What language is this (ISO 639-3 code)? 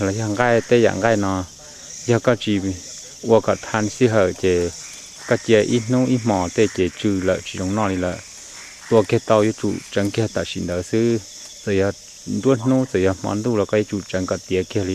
hmn